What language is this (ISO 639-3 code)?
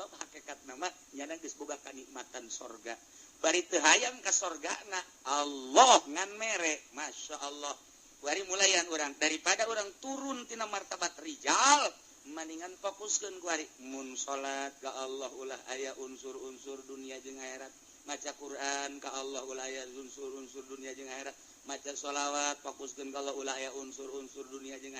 sun